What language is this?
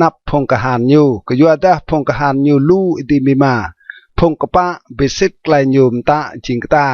Rade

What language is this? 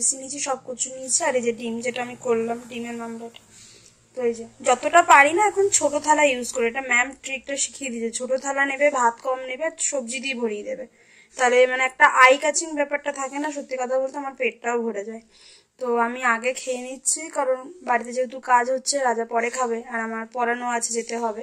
Bangla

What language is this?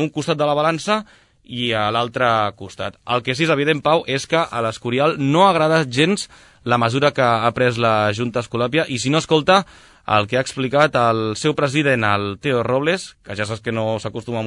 Catalan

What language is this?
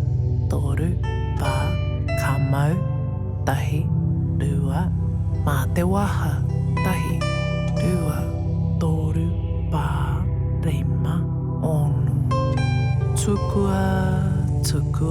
Māori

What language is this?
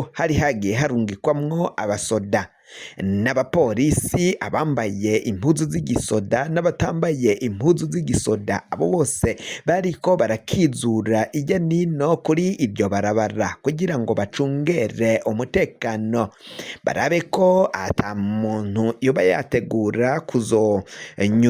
Rundi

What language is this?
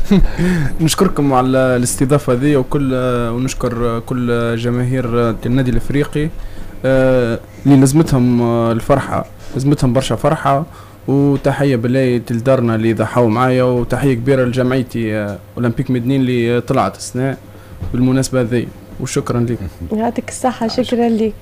Tunisian Arabic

